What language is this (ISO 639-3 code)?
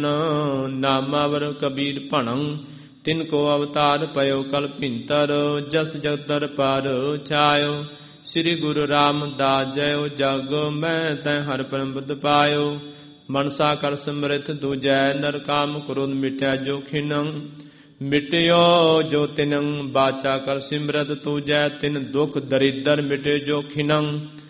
pan